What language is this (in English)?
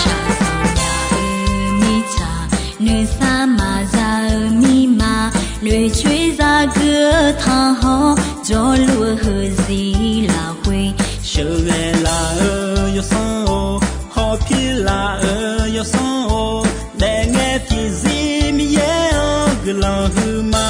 Akha